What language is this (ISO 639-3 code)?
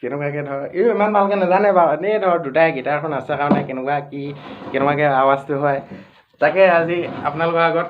asm